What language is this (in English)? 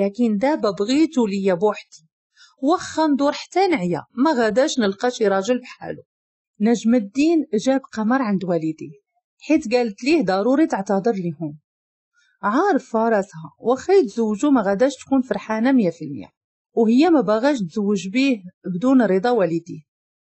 Moroccan Arabic